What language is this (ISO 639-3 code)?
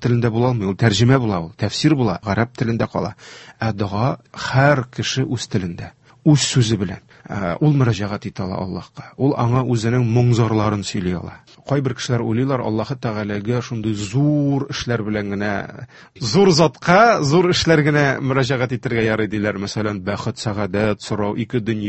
tat